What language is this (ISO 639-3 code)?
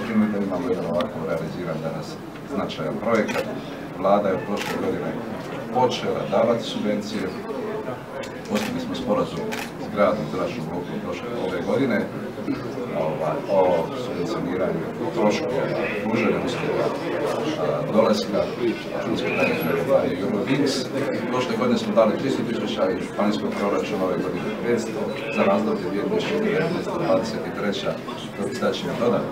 hrv